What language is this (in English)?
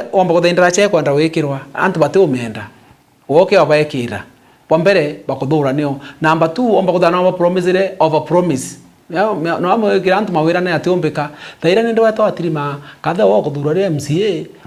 Meru